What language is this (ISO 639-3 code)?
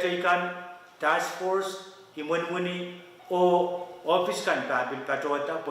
pon